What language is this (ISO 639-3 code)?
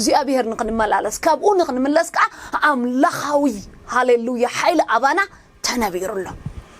tir